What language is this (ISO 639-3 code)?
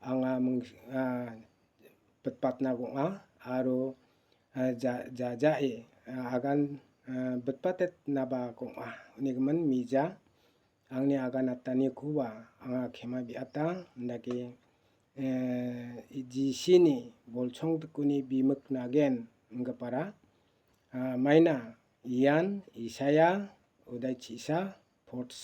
grt